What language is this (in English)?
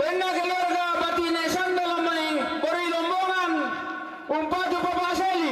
Toraja-Sa'dan